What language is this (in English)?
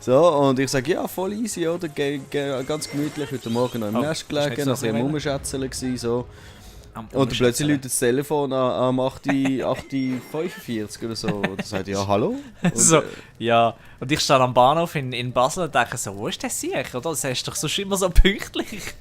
Swiss German